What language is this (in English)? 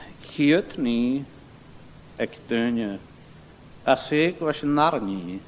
Scottish Gaelic